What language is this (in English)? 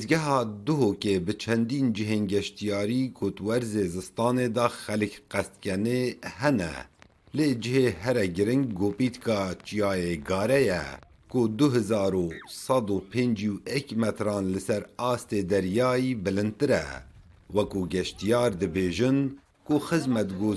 Kurdish